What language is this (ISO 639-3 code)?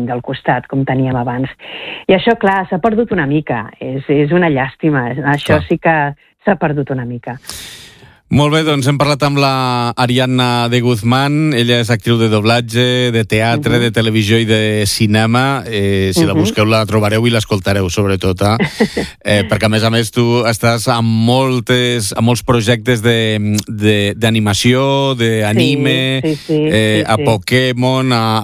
cat